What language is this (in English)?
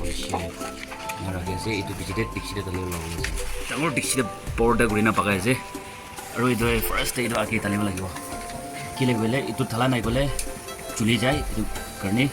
Naga Pidgin